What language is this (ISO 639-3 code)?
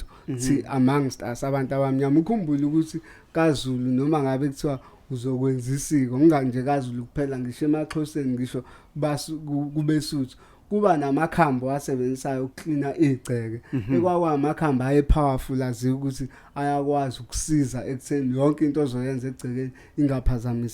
zul